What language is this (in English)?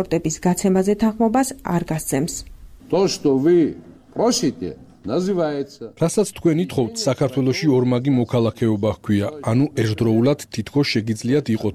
Georgian